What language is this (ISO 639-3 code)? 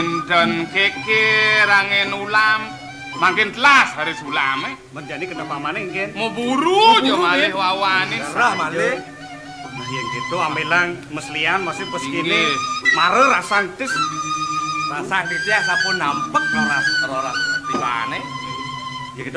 ban